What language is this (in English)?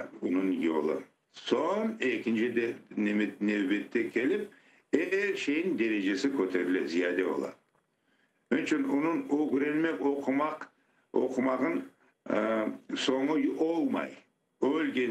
Crimean Tatar